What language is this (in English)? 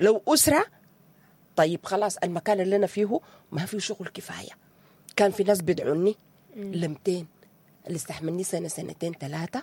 Sudanese Arabic